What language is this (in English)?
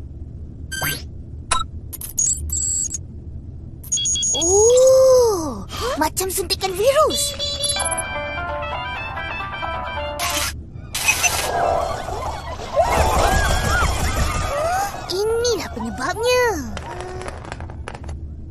Malay